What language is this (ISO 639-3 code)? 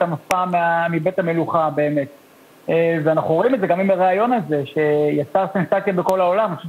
heb